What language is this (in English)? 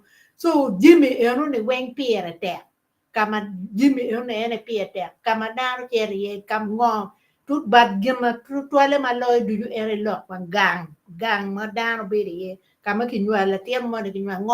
Acoli